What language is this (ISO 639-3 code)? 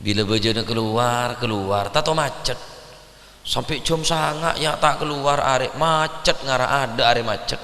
mad